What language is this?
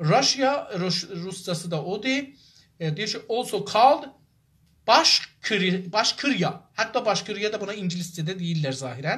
South Azerbaijani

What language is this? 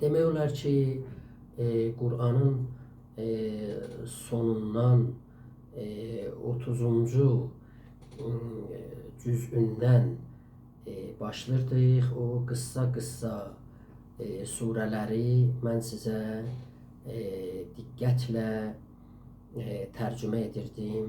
South Azerbaijani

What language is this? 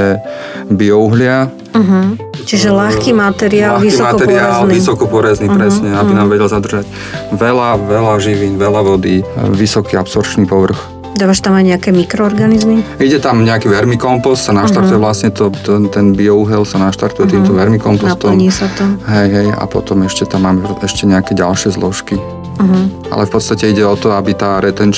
Slovak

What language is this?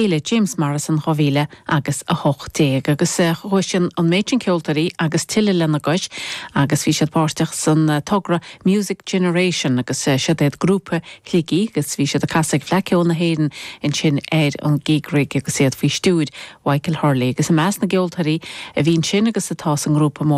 Irish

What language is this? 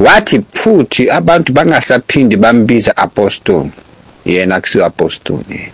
Zulu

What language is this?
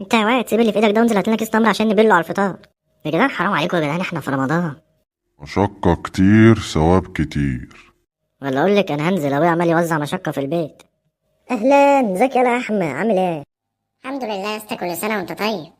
Egyptian Arabic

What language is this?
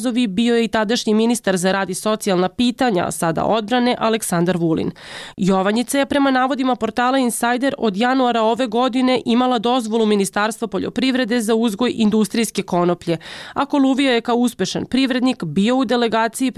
Serbian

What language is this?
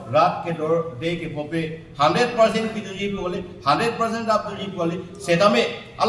Karbi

